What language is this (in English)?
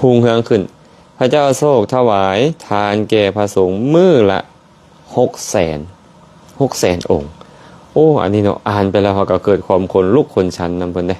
Lao